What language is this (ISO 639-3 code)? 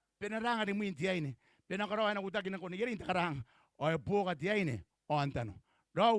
gil